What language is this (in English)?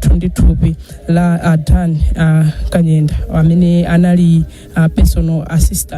Nyanja